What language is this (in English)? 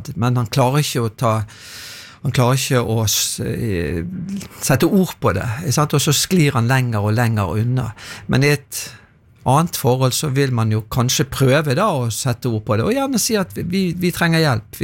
Norwegian